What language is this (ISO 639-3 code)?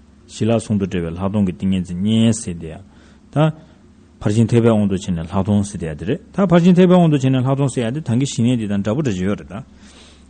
bod